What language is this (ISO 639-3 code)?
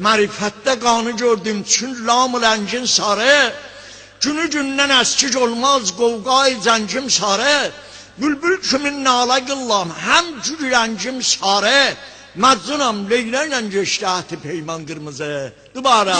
azb